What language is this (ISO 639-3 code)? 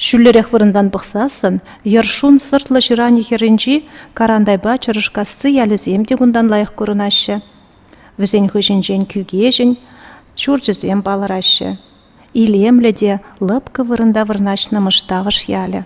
chv